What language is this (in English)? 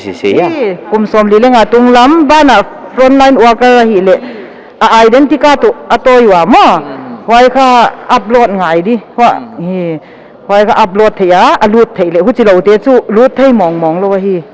Paite Chin